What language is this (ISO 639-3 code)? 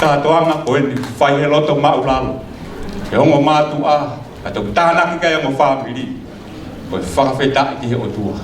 ton